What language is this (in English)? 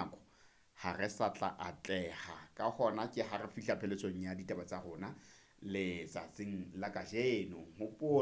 Southern Sotho